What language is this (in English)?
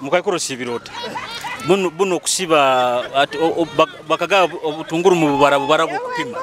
Nyoro